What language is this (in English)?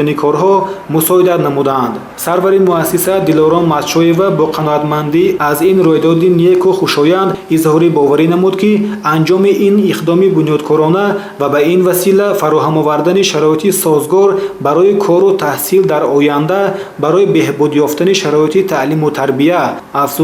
Tajik